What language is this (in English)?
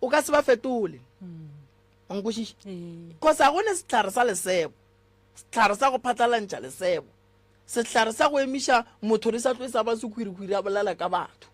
Northern Sotho